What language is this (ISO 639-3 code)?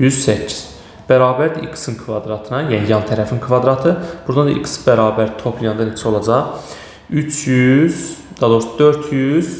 aze